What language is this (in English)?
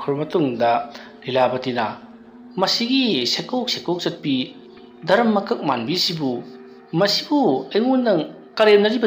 Manipuri